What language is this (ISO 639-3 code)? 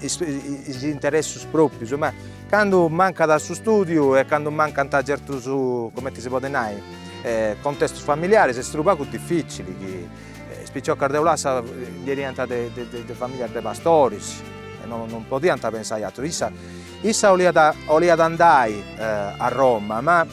srd